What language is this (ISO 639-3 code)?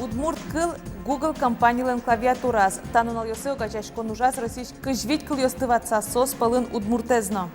udm